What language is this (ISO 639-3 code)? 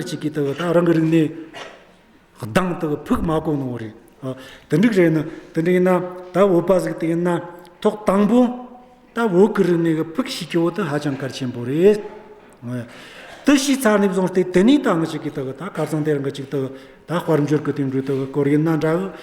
adx